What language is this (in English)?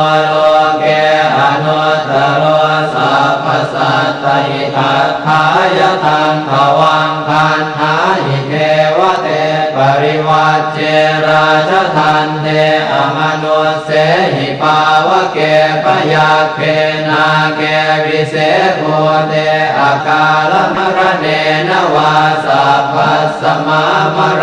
Pali